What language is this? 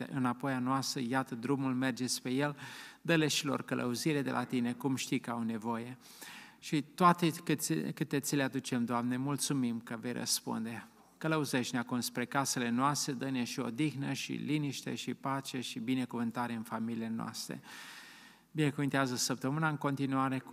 Romanian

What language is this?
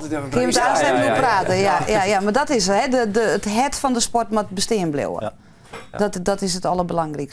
Western Frisian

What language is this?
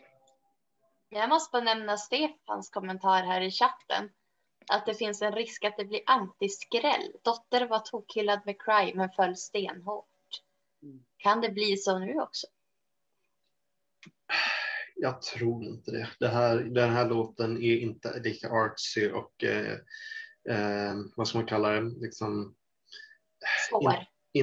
Swedish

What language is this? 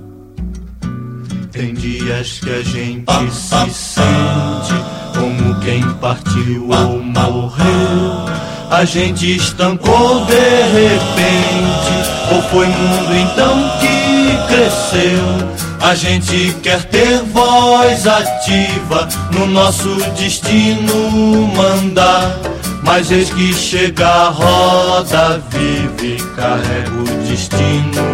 Portuguese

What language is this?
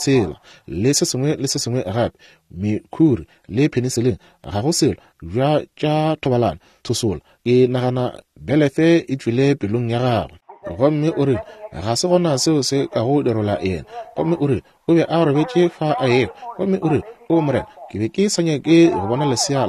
Northern Sotho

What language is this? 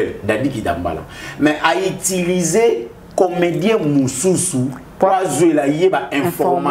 Lingala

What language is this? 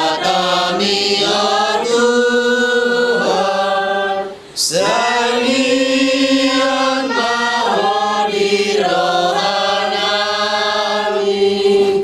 Batak Toba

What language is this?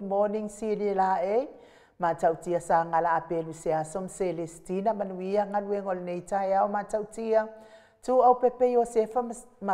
Samoan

